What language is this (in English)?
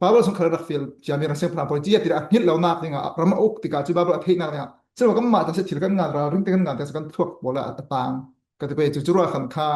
Falam Chin